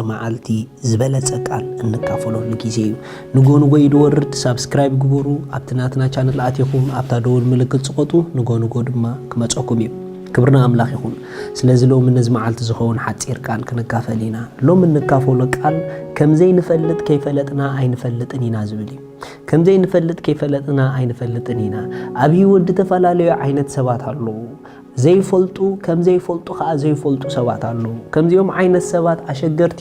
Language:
Tigrinya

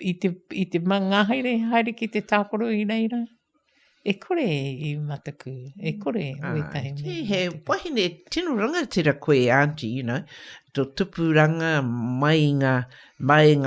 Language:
Māori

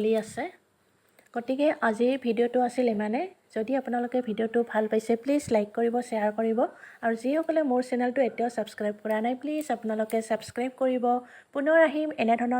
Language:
Assamese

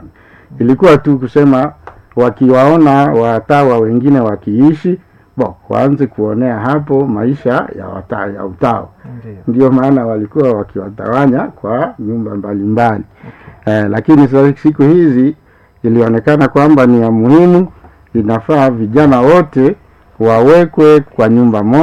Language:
Swahili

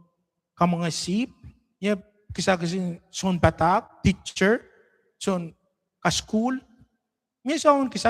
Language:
Pohnpeian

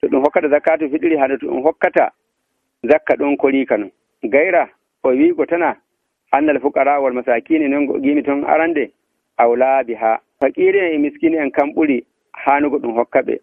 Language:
Nigerian Fulfulde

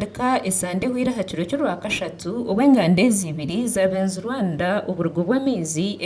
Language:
Nyankole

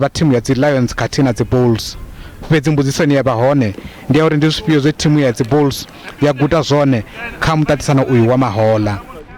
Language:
Venda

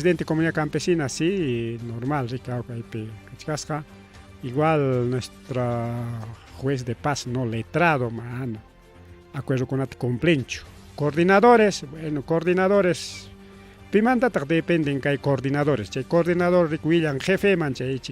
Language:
Ayacucho Quechua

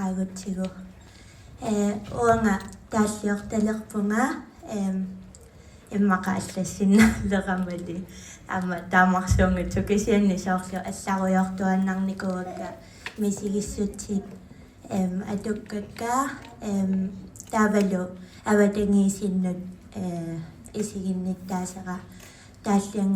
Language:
Kalaallisut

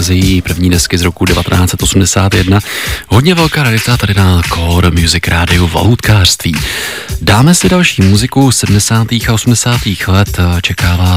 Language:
Czech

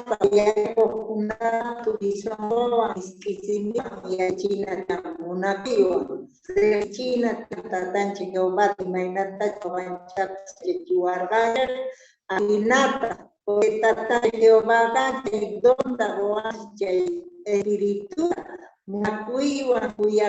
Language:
Quechua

